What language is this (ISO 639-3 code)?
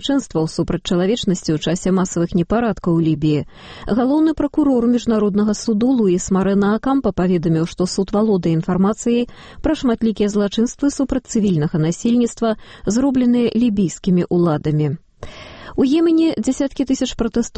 bel